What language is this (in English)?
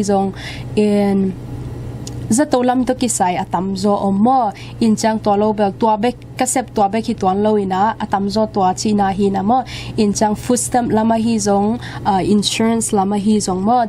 Tedim Chin